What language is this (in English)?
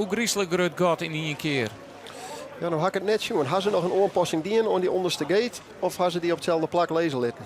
Western Frisian